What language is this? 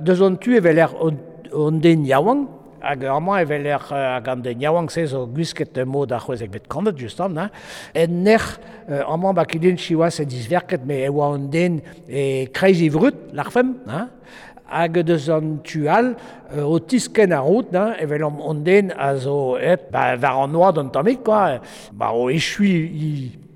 Breton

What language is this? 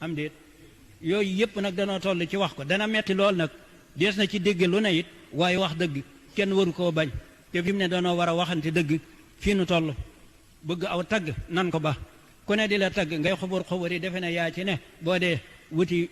Wolof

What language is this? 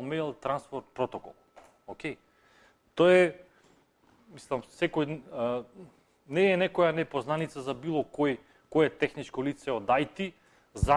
Macedonian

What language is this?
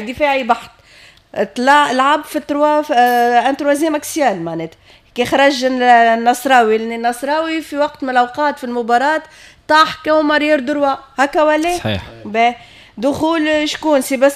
Tunisian Arabic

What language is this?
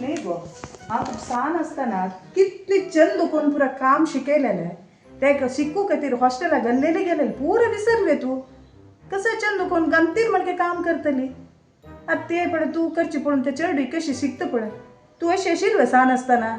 Konkani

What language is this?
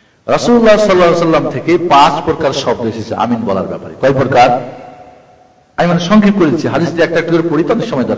Bangla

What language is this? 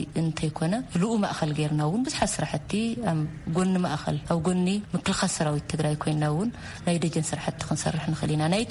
Tigrinya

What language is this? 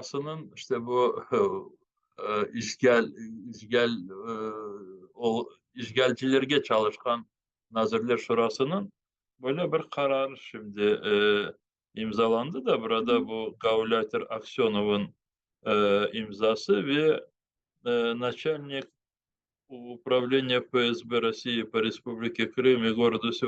Crimean Tatar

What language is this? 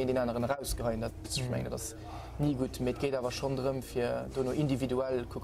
Luxembourgish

